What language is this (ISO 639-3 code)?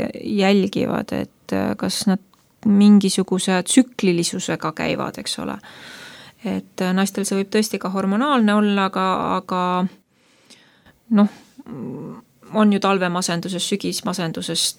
est